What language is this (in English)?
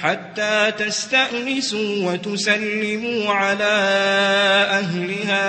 Maranao